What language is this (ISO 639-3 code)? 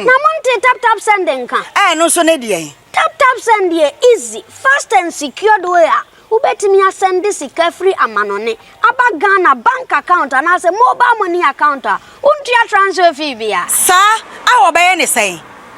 aka